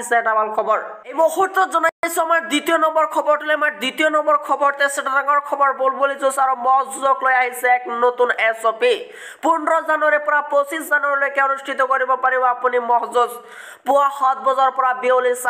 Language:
Assamese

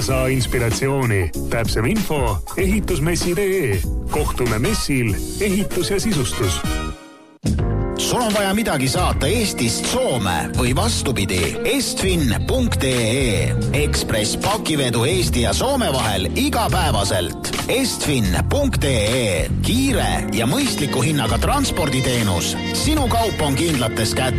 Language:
Estonian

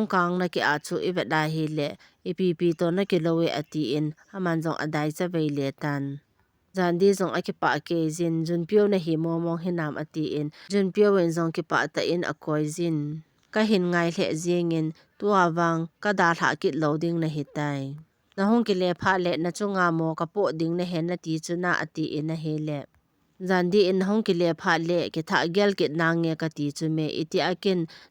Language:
Thado Chin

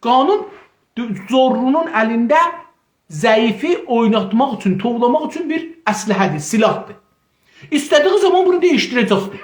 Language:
South Azerbaijani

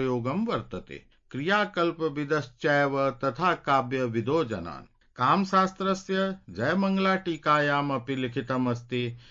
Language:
Sanskrit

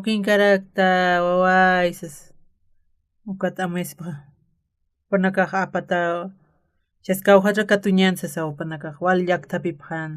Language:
Aymara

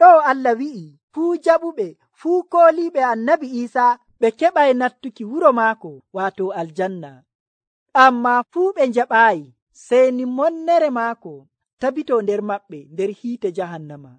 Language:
Nigerian Fulfulde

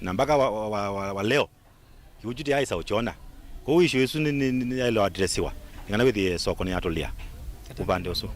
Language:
Kamba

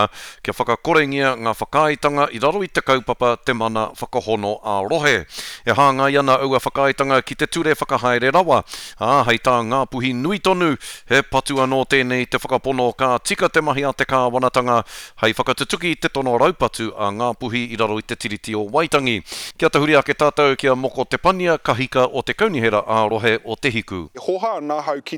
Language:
Māori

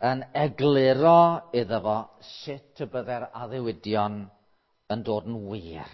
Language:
Welsh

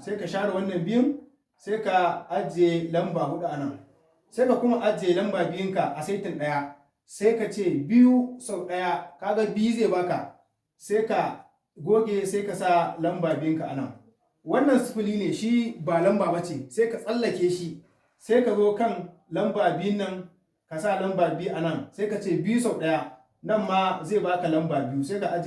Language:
Hausa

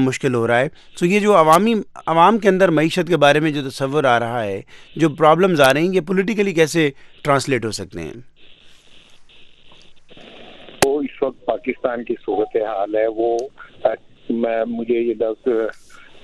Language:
Urdu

